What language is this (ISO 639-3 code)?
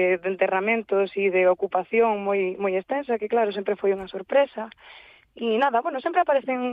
glg